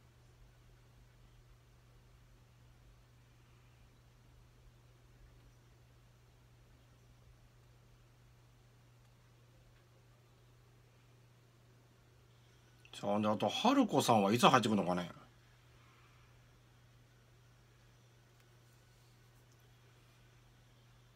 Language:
Japanese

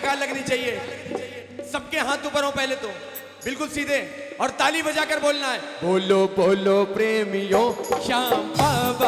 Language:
Hindi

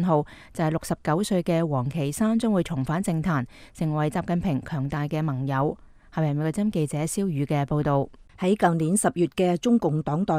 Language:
Cantonese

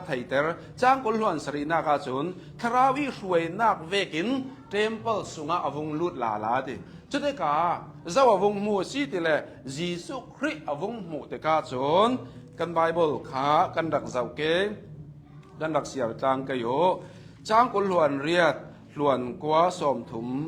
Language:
Hakha Chin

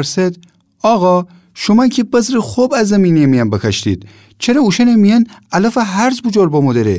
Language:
Gilaki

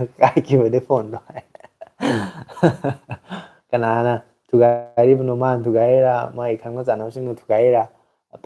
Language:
Manipuri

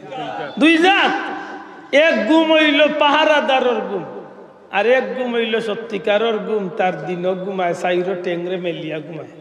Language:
Sylheti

